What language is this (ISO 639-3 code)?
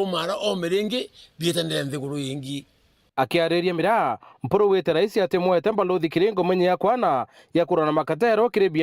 mer